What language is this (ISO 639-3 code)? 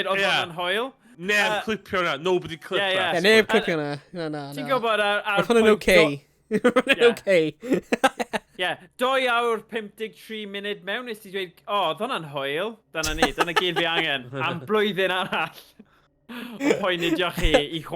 cym